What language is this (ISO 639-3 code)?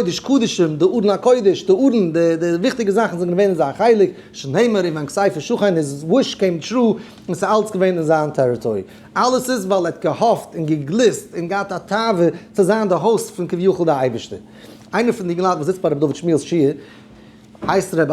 yid